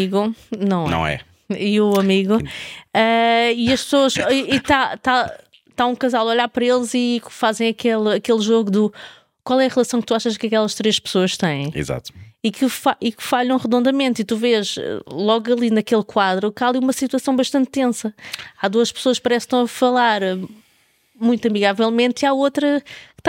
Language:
Portuguese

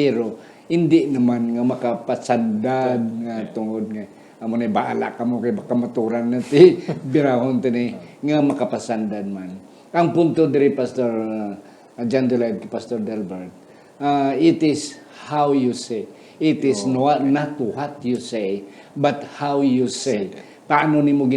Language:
Hiligaynon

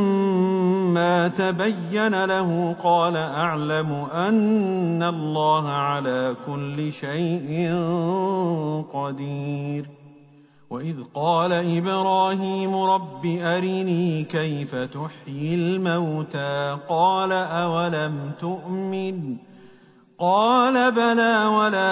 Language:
Arabic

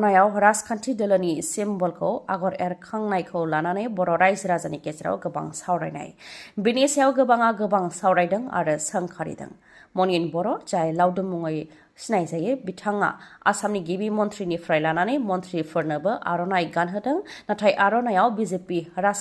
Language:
Bodo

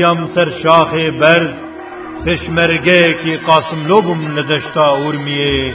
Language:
Kurdish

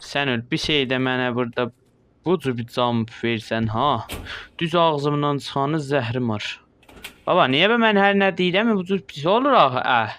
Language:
South Azerbaijani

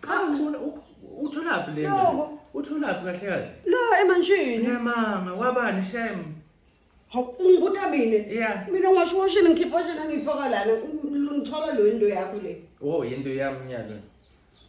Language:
Zulu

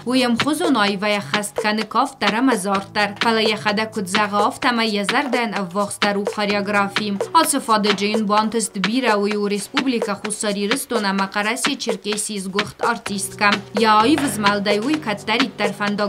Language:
Ossetic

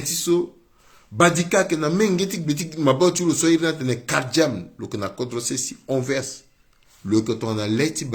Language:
Sango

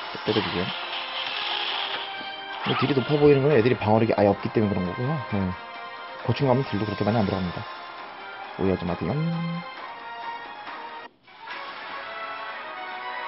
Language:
Korean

